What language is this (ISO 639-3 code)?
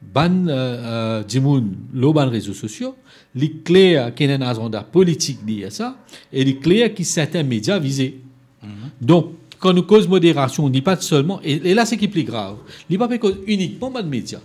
mfe